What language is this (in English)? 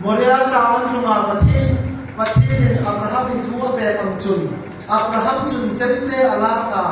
Hmar